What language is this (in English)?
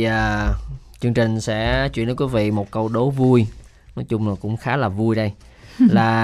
Vietnamese